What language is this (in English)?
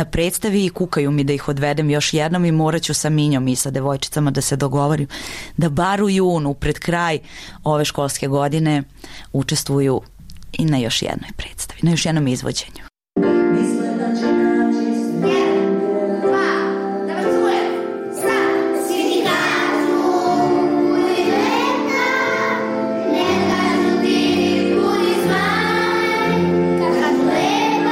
Serbian